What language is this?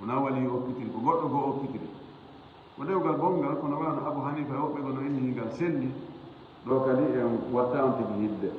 Fula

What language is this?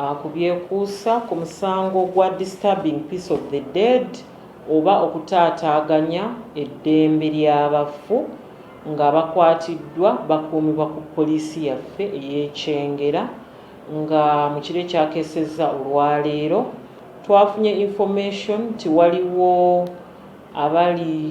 Ganda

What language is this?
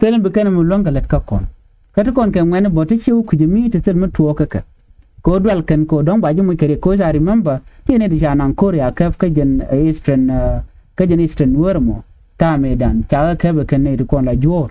Nuer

